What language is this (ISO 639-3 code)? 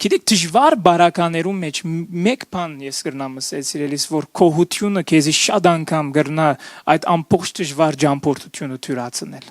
hyw